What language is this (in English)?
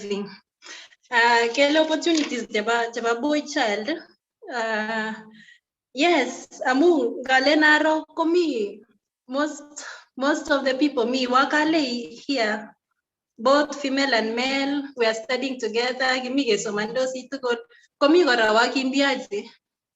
Kalenjin